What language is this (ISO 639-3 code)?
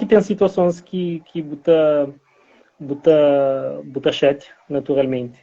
kea